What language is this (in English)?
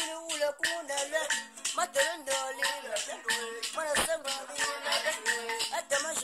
Fang